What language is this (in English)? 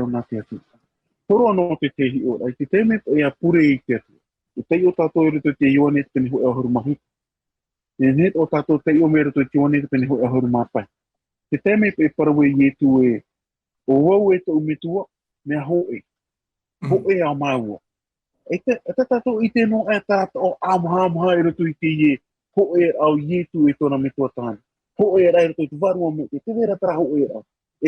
Tahitian